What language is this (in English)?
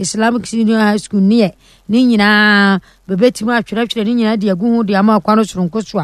Akan